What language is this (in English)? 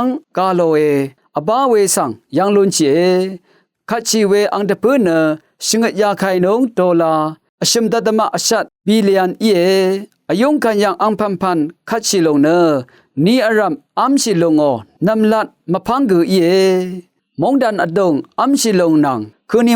Rawang